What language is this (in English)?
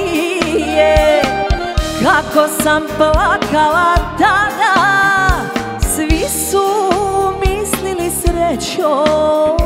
Croatian